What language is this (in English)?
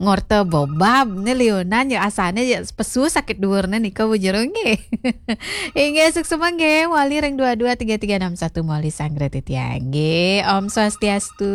Balinese